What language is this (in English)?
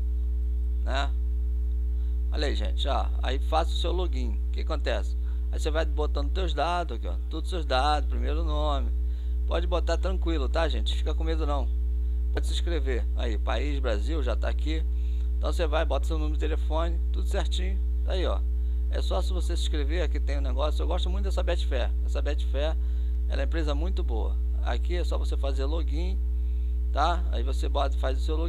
Portuguese